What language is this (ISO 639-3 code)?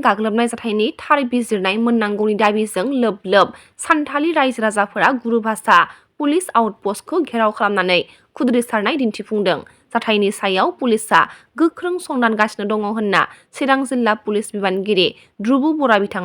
brx